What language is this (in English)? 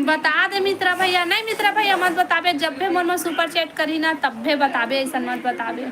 Chhattisgarhi